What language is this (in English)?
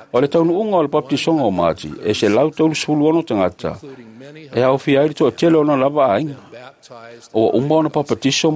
Samoan